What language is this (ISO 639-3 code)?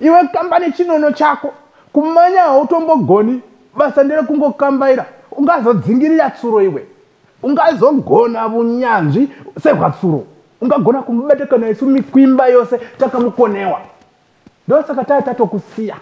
sna